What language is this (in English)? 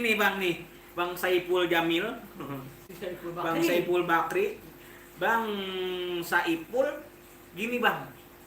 Betawi